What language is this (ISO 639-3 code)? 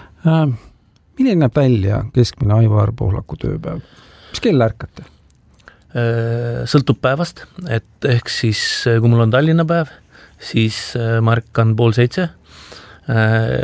est